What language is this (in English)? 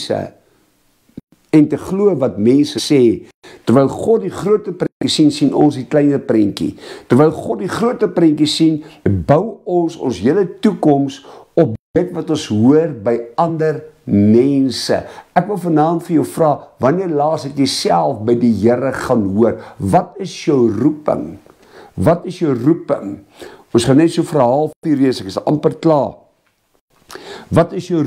Afrikaans